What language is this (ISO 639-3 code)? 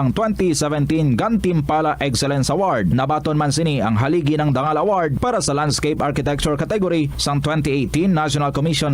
hil